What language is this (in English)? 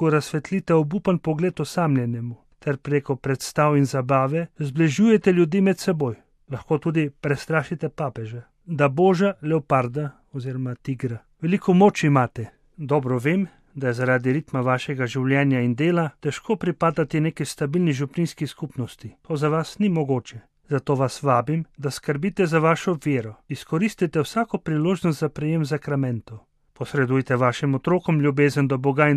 Slovenian